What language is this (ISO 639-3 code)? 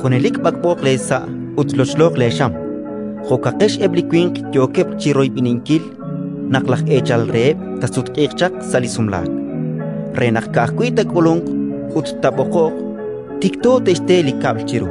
kek